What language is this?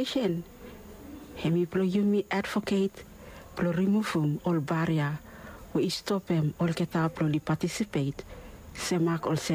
Bislama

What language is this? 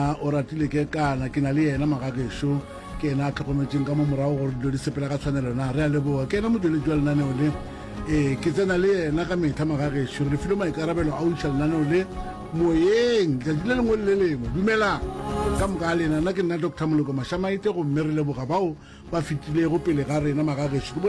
Northern Sotho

